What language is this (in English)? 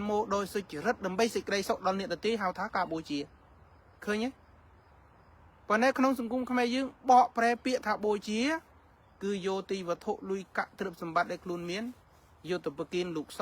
Khmer